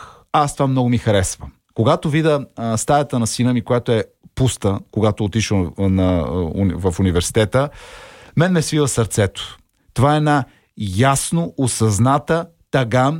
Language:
Bulgarian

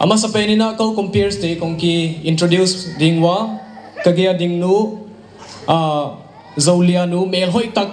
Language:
Paite Chin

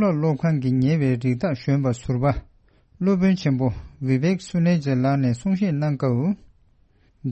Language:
Tibetan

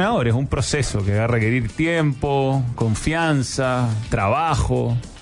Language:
Spanish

